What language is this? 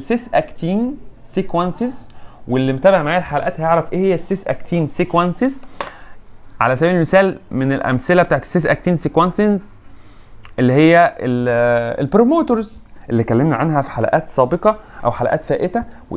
Egyptian Arabic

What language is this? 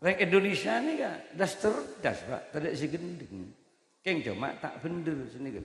Madurese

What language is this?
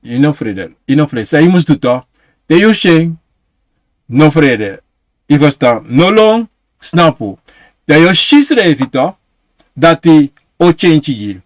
Sranan Tongo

